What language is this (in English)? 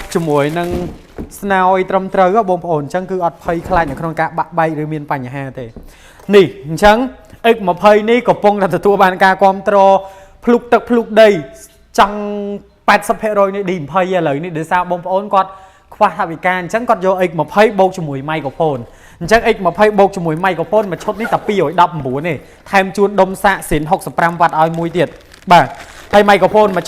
Khmer